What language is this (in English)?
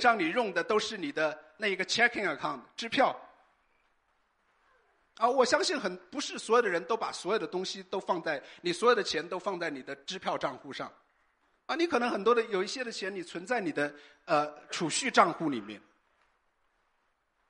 Chinese